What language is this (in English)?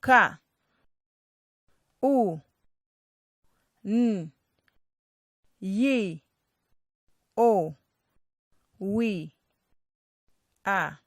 Nyanja